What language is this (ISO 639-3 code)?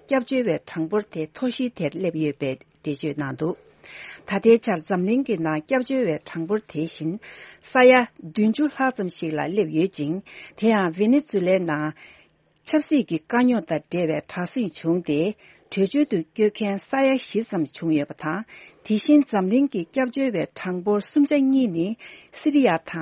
bod